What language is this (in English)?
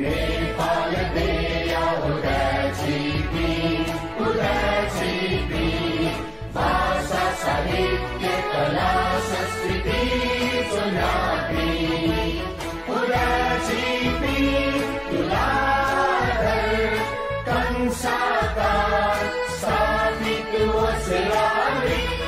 Newari